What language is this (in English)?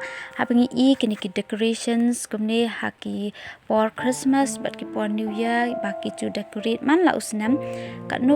Khasi